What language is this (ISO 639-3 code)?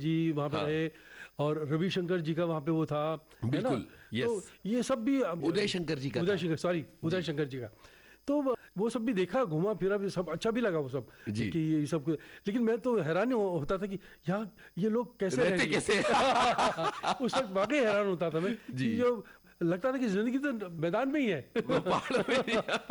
hin